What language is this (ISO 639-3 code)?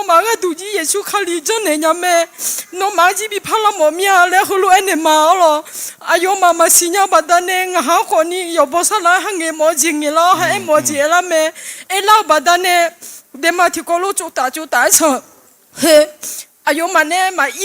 ahk